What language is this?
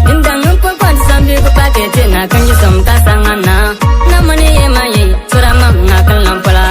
Bimoba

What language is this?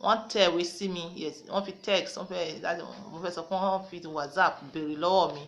Yoruba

